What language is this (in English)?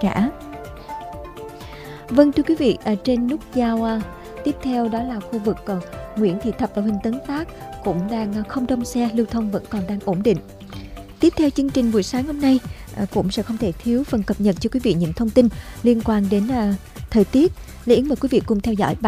Vietnamese